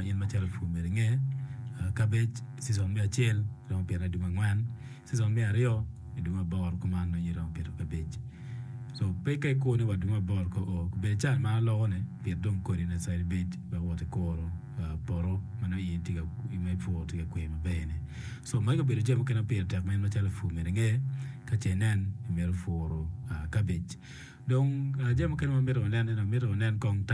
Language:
Acoli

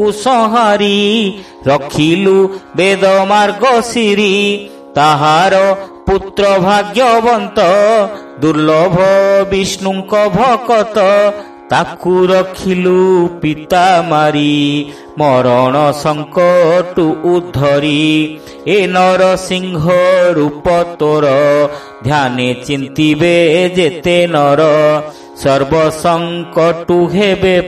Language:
Odia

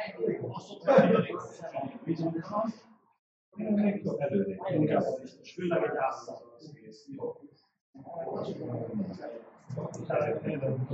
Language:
Hungarian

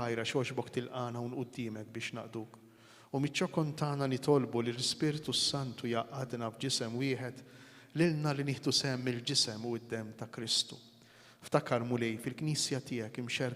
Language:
Maltese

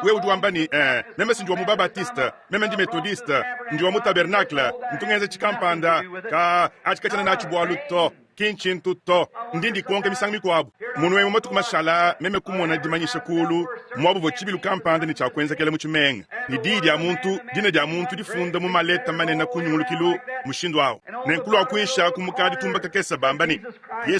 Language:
Luba-Lulua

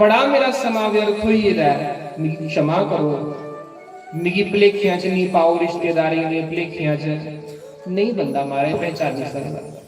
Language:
Dogri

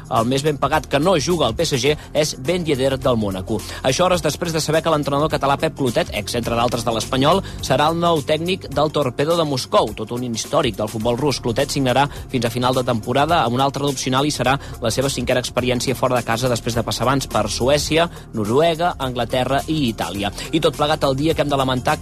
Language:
Catalan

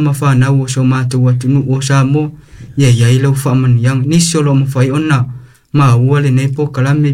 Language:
Samoan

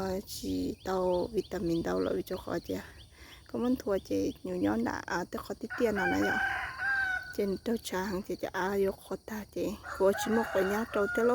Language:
Hmong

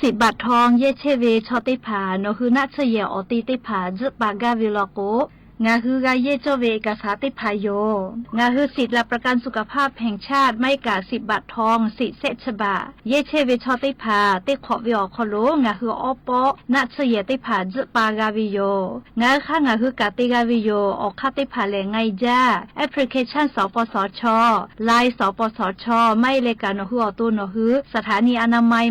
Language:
Lahu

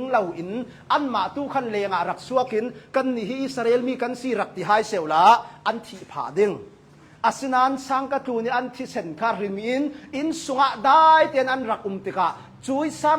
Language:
Hakha Chin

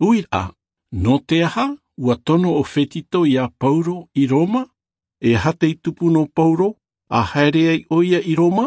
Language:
Tahitian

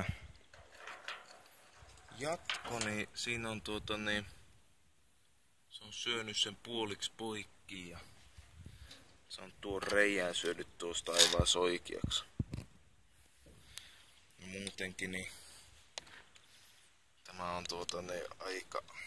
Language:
Finnish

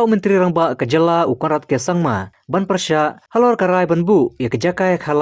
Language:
Khasi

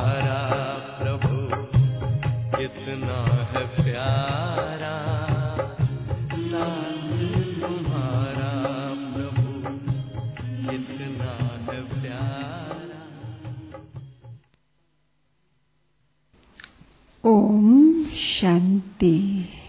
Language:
Hindi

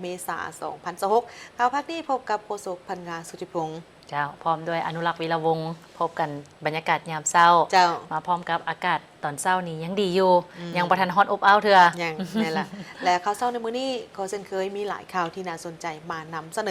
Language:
Lao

